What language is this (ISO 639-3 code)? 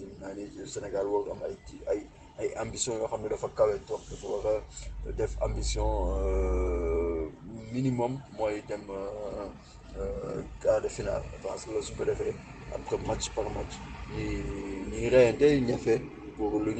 wol